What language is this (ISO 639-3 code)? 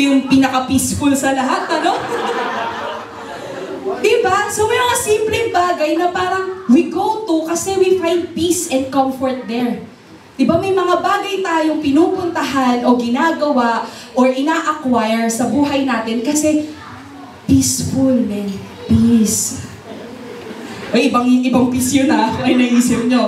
fil